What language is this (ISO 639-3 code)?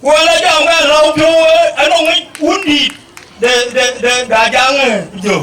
din